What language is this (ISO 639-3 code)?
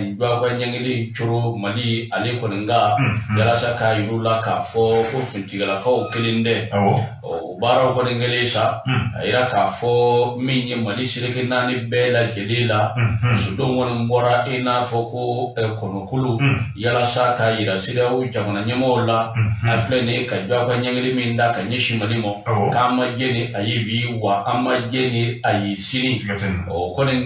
bam